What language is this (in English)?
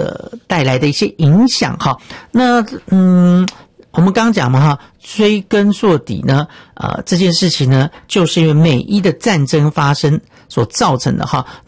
Chinese